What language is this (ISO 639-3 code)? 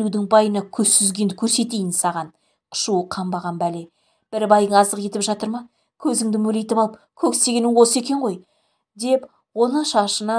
kaz